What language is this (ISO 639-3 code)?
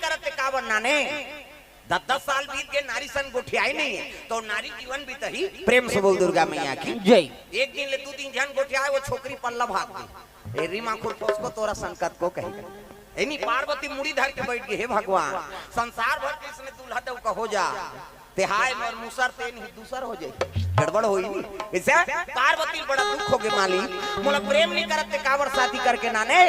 hne